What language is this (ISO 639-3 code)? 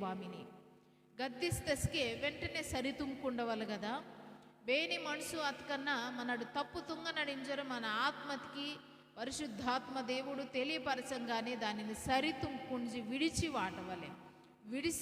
kff